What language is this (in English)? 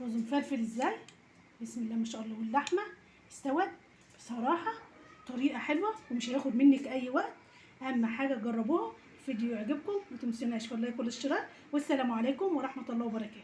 Egyptian Arabic